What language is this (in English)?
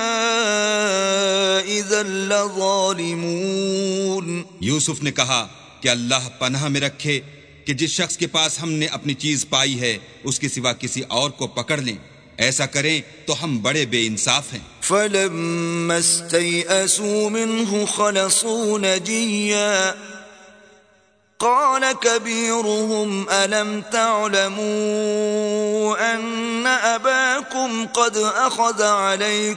Urdu